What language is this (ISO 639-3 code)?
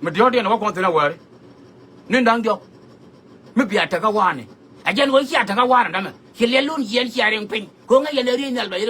nus